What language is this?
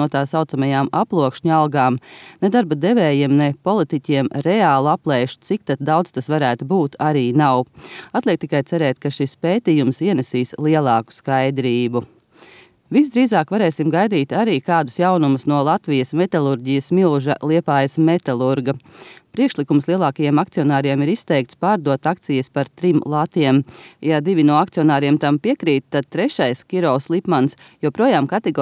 Latvian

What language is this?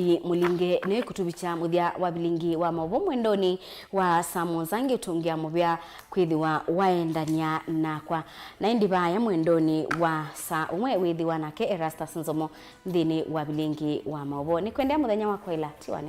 Kamba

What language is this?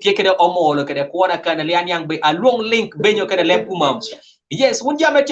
Kumam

